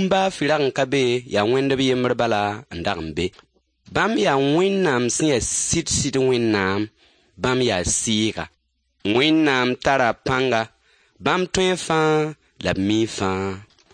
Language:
Mossi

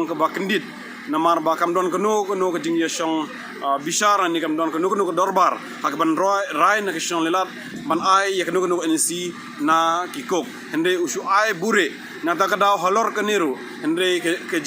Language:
Khasi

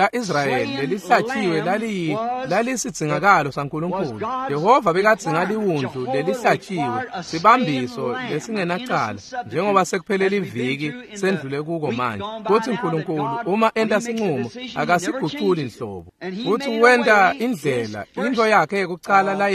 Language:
Swati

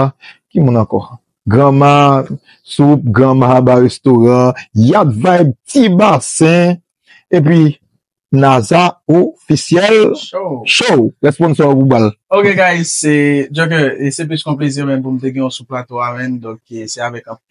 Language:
Haitian Creole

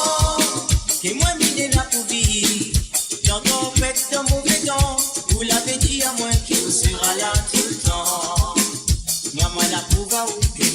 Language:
Morisyen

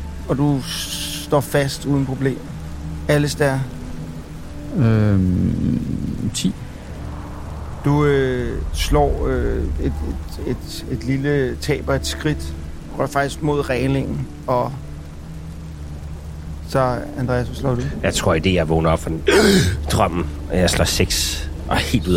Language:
Danish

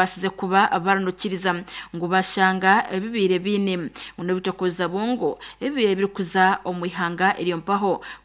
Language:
Nyankole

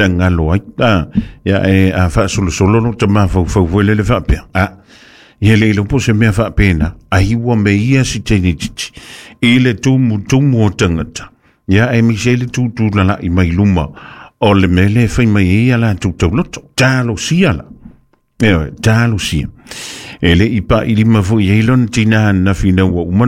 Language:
Samoan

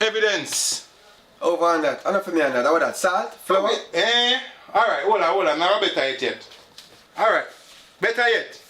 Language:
Jamaican Creole English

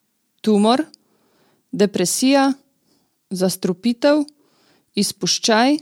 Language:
Slovenian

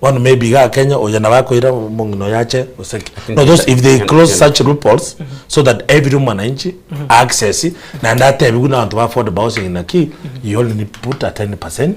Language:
Gusii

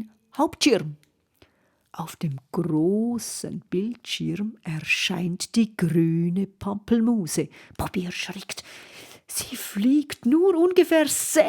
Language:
Swiss German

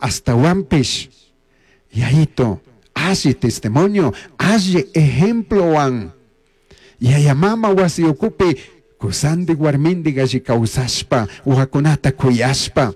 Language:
Chimborazo Highland Quichua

